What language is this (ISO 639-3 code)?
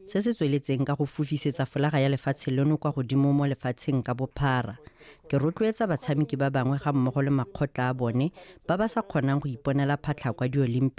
tsn